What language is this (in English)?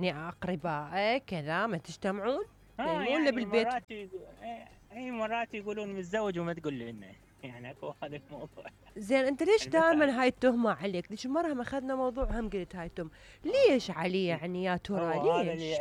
Mesopotamian Arabic